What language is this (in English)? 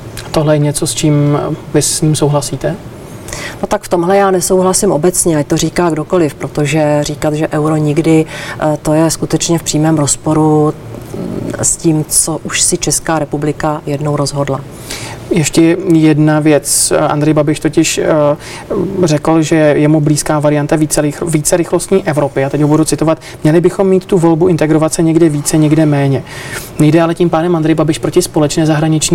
Czech